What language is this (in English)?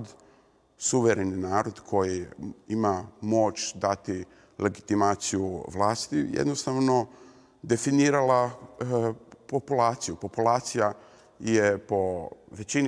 Croatian